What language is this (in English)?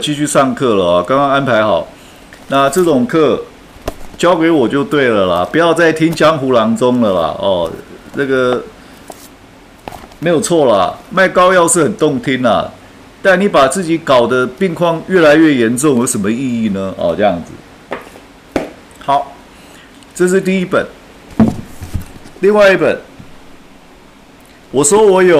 Chinese